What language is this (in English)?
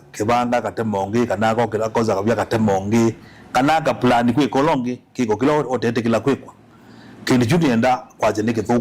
Kamba